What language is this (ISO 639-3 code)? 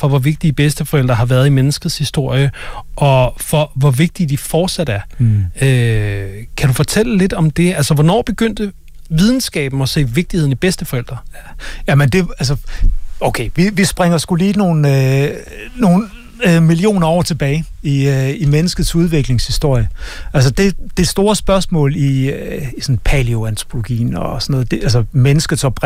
dan